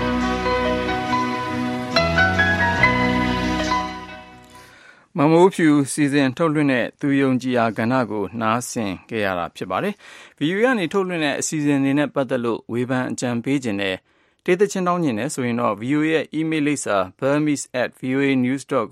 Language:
Burmese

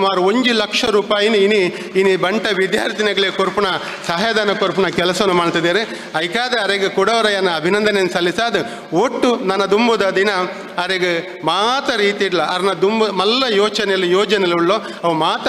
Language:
Tulu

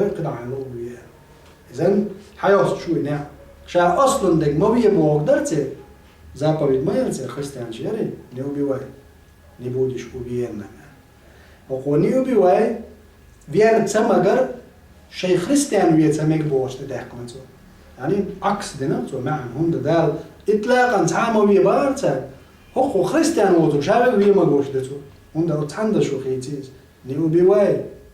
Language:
Chechen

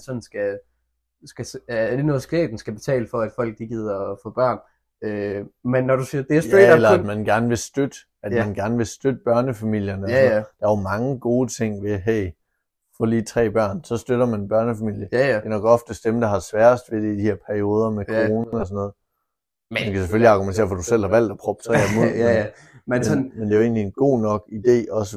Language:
Danish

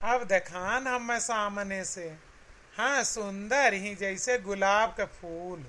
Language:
Awadhi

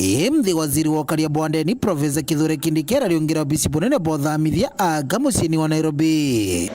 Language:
Meru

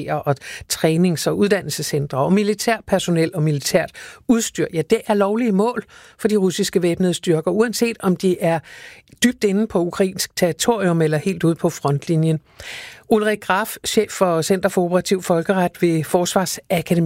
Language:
Danish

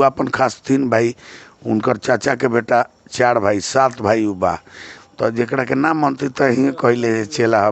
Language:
Bhojpuri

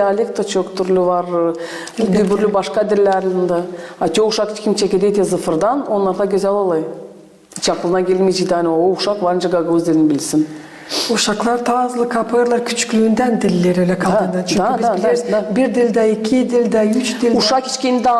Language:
Gagauz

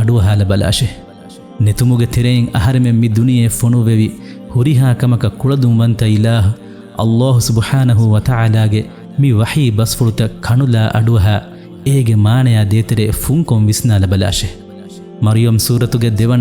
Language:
Divehi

